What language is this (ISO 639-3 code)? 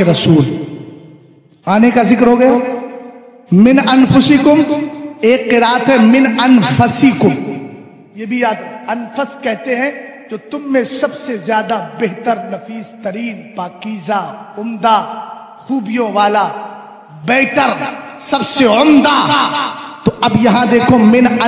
urd